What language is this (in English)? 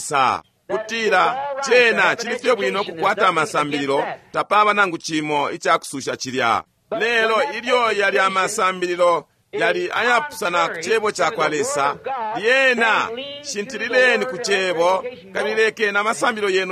Bemba